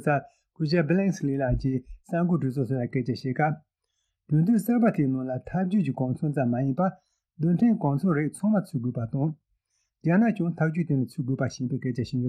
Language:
Tibetan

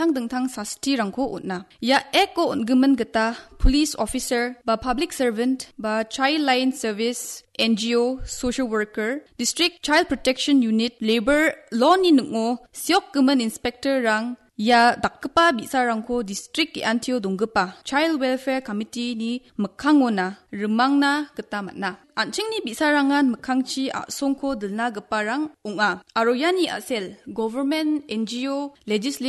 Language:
Garo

